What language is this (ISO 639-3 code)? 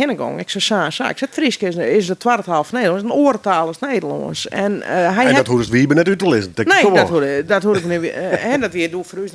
fry